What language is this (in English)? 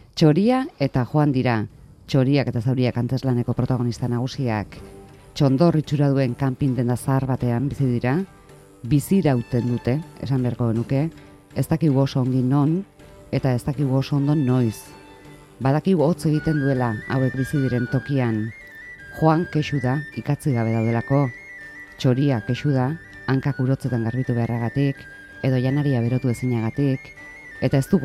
Basque